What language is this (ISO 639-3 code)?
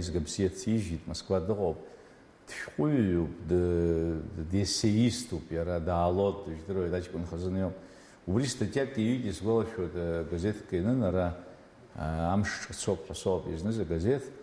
abk